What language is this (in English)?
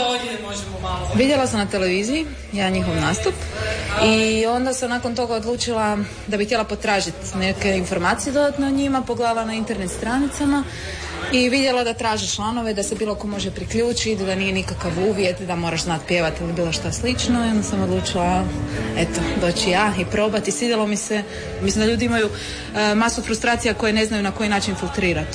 Croatian